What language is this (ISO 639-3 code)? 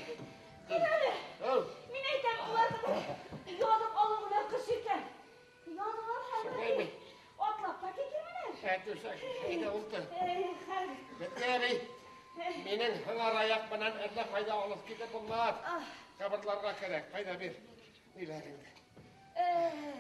bak